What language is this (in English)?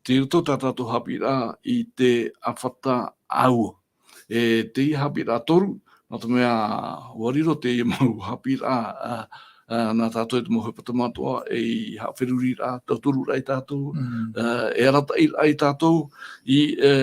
Tahitian